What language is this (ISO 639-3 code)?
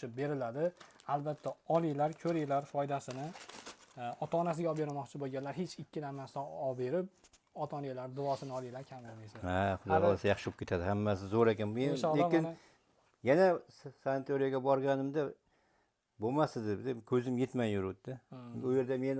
uzb